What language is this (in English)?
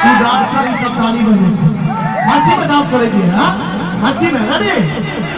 Maithili